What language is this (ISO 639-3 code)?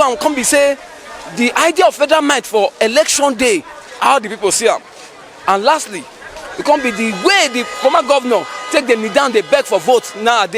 pcm